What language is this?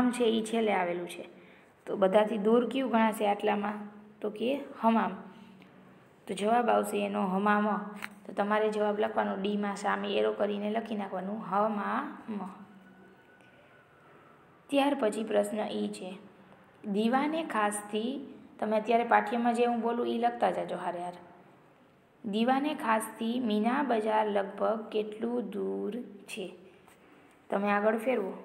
Gujarati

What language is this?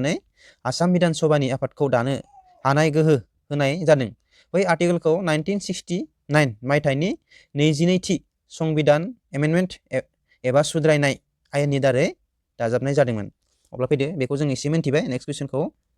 Bodo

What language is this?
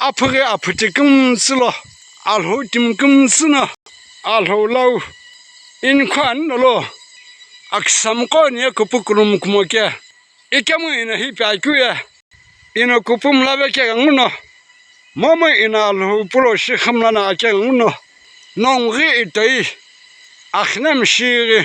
Sumi Naga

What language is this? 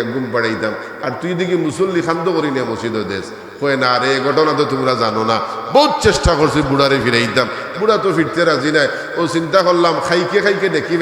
Sylheti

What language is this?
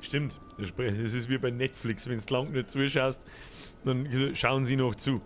Bavarian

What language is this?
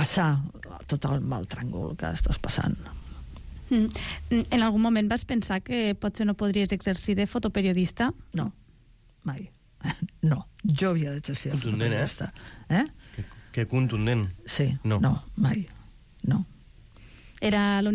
Catalan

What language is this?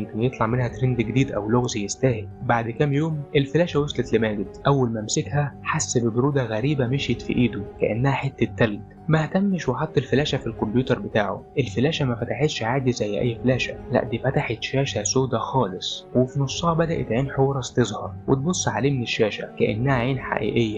Egyptian Arabic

